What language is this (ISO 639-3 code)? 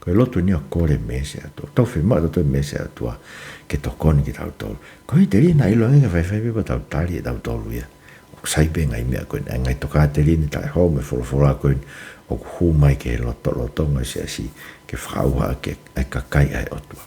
ton